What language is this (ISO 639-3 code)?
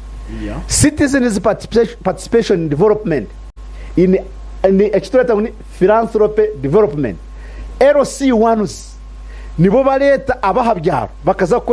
nyn